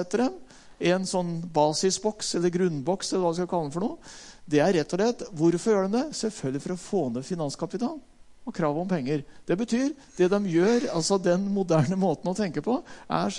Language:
Norwegian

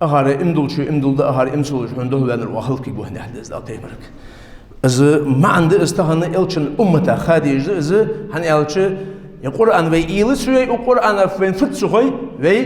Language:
Ingush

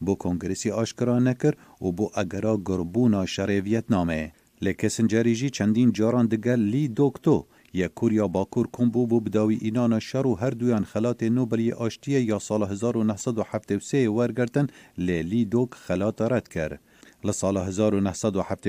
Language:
Kurdish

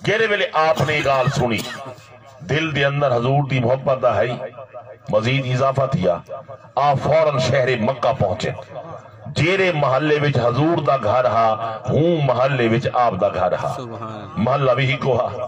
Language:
Saraiki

